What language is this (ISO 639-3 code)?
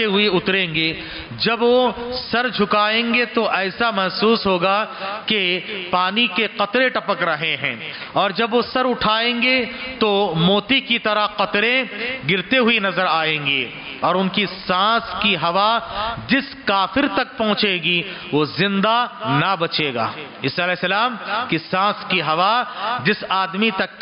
urd